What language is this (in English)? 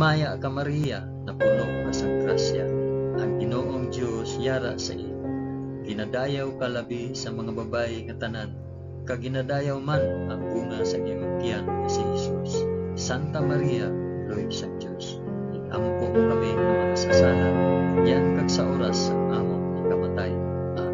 Hiligaynon